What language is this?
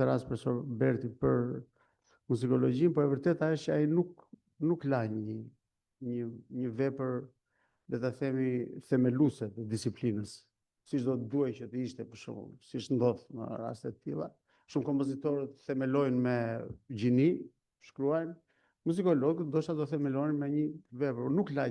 Albanian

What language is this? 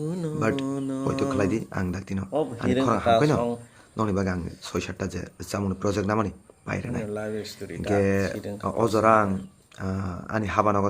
Kok Borok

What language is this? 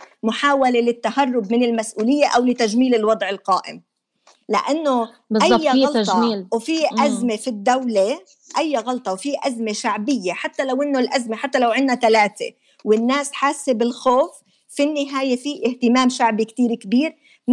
North Levantine Arabic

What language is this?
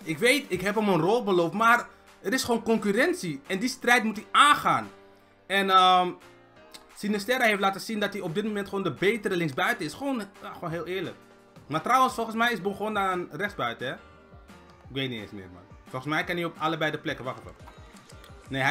Dutch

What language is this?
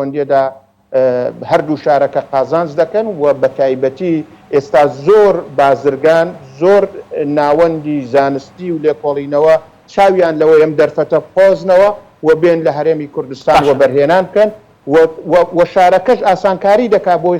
Central Kurdish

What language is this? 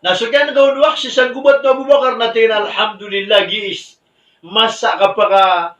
Maranao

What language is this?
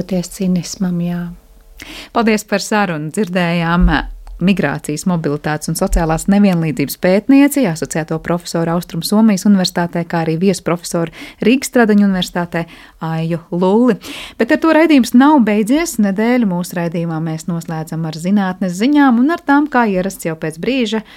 Latvian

